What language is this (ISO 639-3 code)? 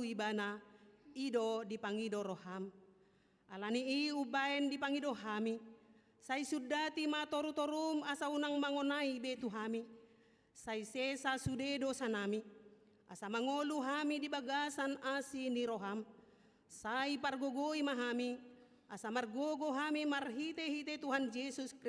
bbc